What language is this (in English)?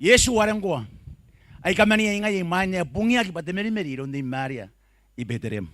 Gilbertese